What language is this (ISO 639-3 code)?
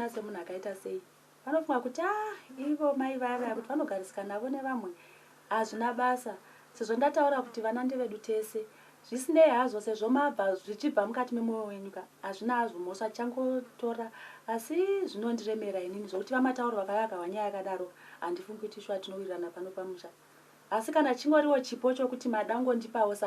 sna